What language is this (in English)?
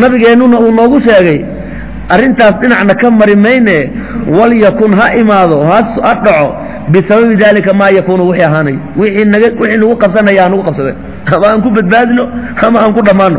Somali